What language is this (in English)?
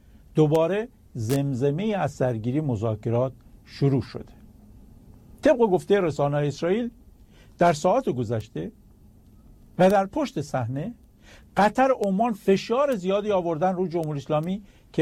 Persian